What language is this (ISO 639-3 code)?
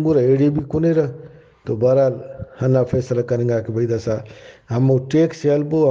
brh